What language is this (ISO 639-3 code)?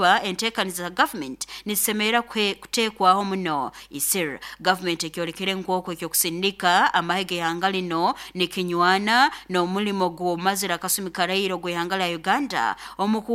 nyo